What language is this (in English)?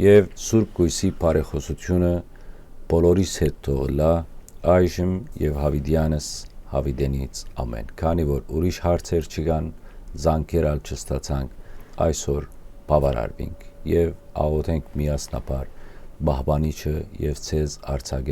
Western Armenian